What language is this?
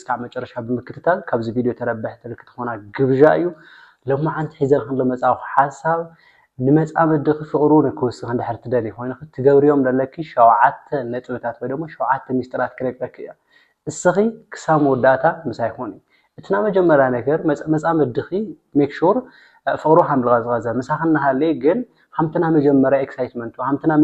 Tigrinya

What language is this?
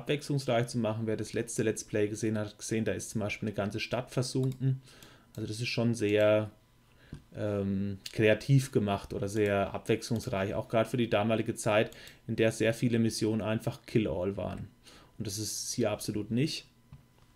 German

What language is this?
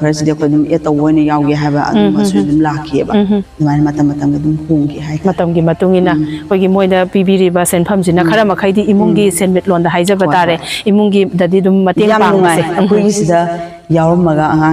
Manipuri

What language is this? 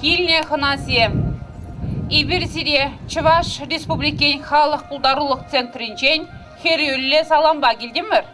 Chuvash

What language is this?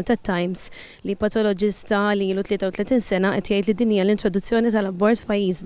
Maltese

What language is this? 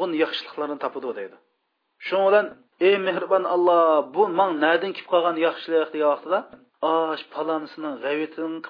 Uyghur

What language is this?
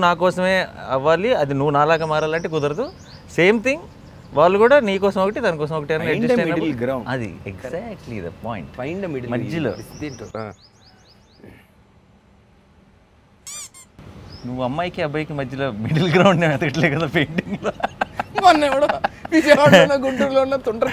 Telugu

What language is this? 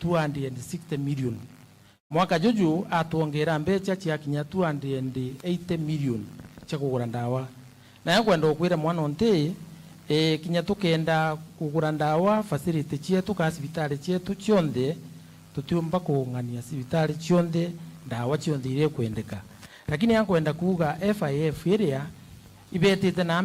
Meru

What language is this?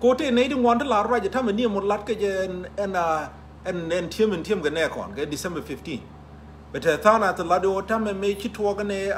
Nuer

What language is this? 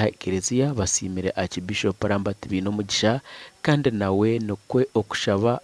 Nyankole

